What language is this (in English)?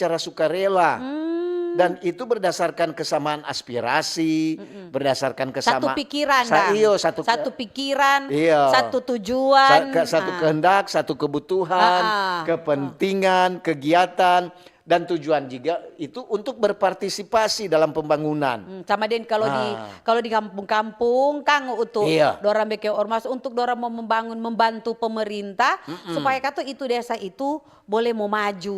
Manado Malay